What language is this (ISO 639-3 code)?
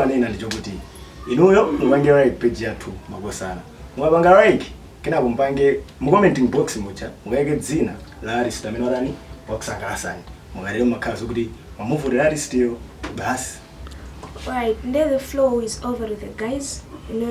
nya